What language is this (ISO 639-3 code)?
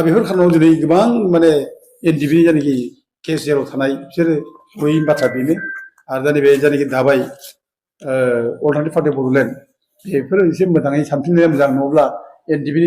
brx